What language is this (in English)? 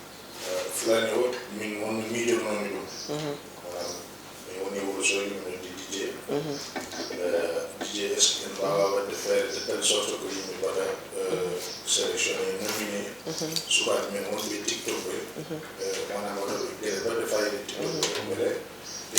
Fula